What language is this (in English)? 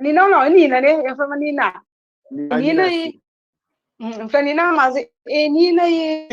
Kabuverdianu